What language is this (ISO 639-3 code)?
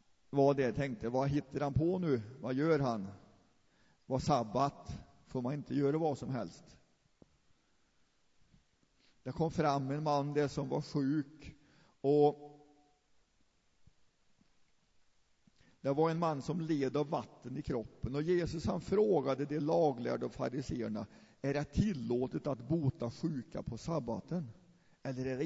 swe